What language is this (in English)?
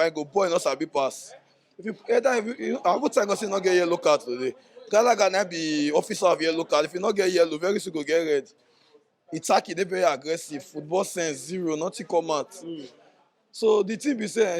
Nigerian Pidgin